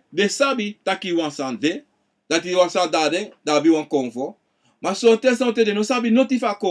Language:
Sranan Tongo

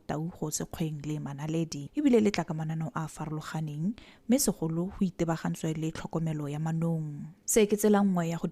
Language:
Tswana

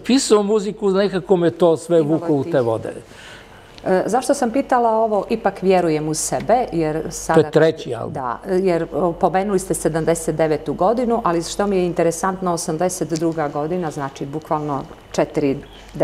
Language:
Serbian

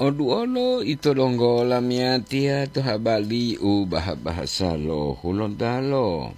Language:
Gorontalo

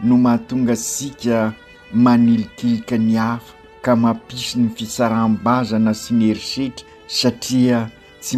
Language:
Malagasy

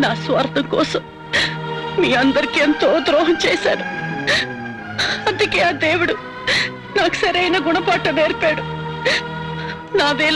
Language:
Telugu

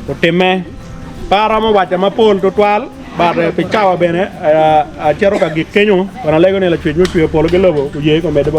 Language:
Acoli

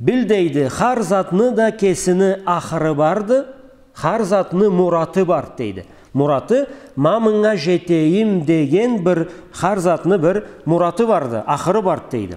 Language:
Karachay-Balkar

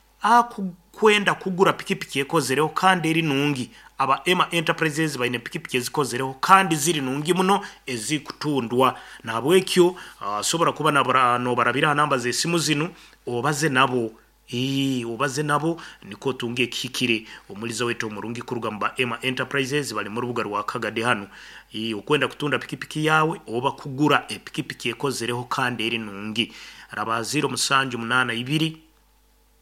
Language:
Nyoro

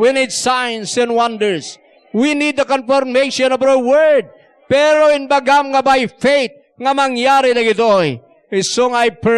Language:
Iloko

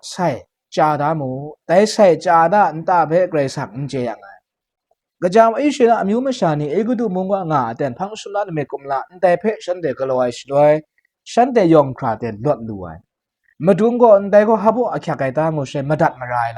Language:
Kachin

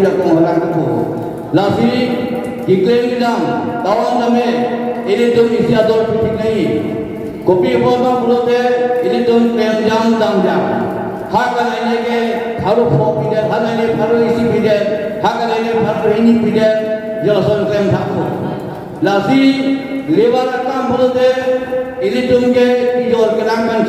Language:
Karbi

